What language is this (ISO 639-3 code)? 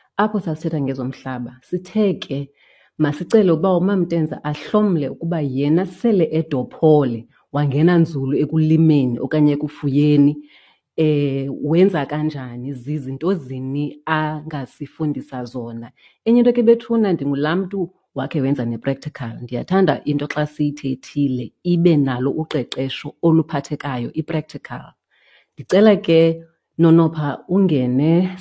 xho